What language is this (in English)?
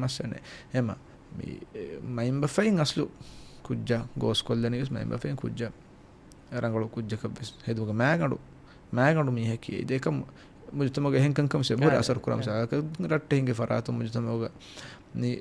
Divehi